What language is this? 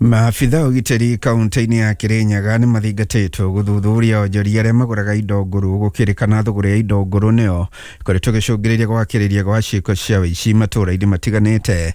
Kikuyu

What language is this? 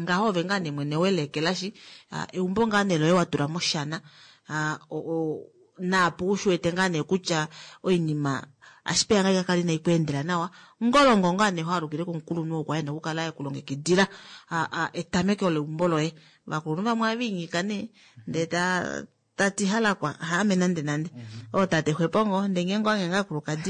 Kuanyama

